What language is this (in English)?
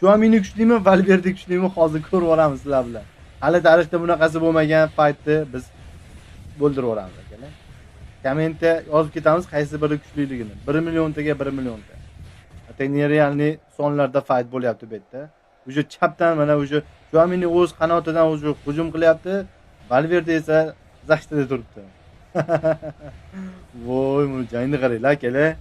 Uzbek